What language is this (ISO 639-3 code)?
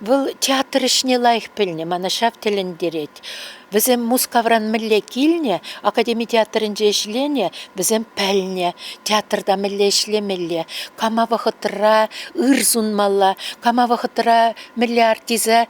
chv